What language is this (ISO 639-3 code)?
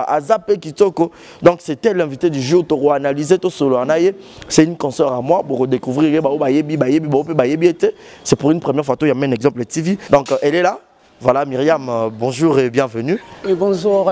lin